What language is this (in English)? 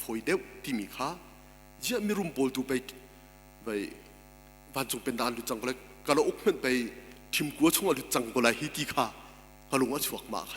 Hakha Chin